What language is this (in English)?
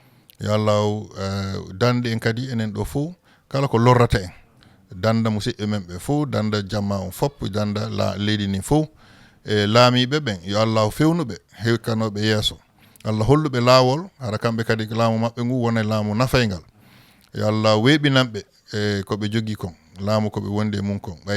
Fula